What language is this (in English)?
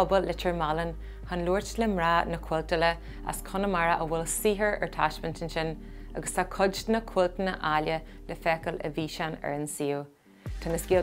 Irish